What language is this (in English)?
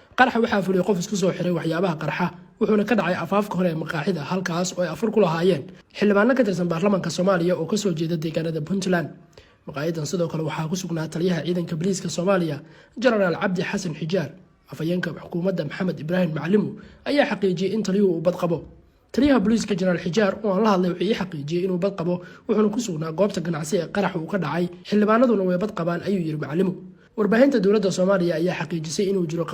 Somali